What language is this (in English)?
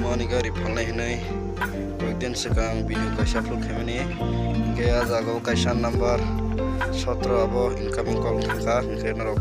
Kok Borok